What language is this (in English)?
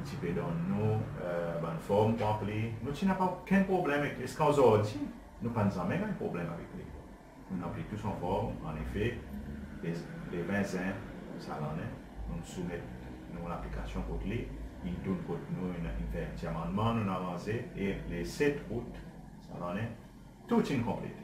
Seselwa Creole French